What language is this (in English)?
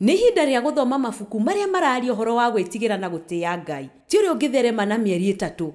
Kikuyu